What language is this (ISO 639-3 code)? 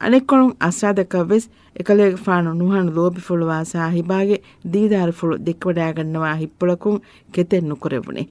div